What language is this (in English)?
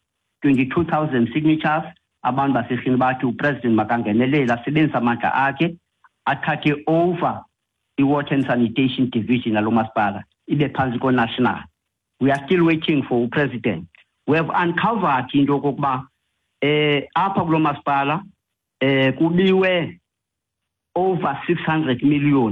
Xhosa